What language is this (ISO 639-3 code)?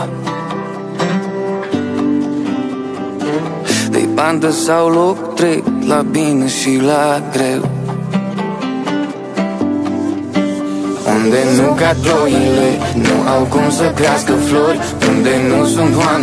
ron